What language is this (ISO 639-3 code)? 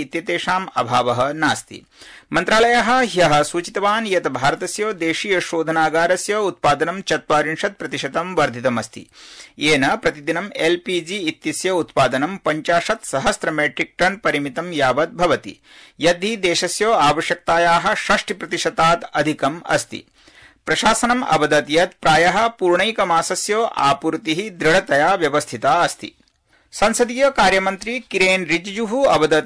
san